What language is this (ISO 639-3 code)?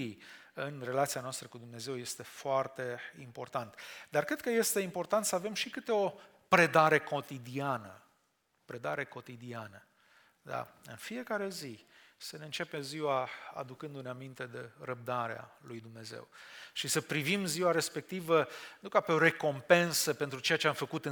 ron